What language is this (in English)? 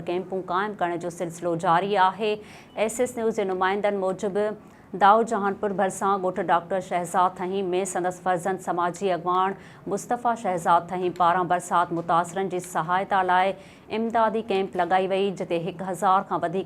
Sindhi